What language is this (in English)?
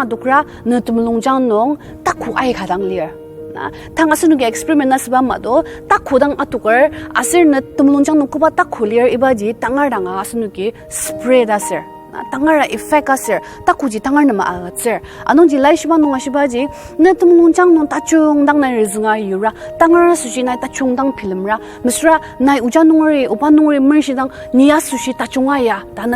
Ao Naga